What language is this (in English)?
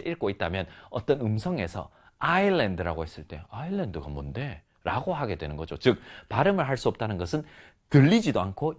Korean